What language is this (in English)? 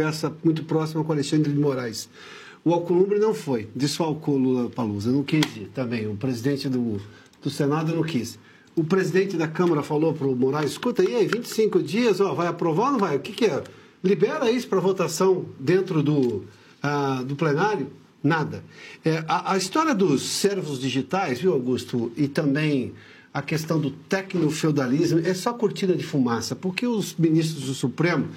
Portuguese